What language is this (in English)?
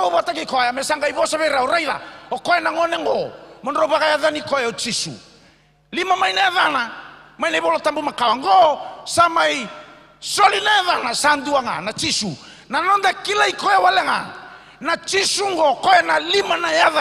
Fijian